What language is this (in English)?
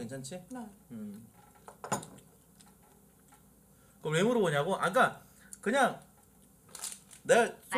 Korean